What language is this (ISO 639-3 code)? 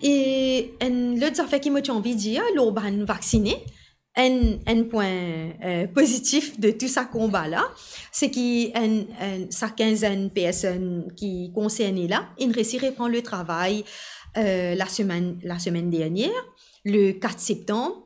mfe